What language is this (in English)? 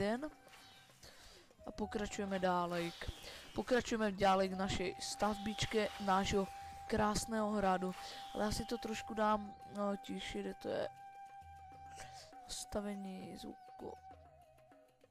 Slovak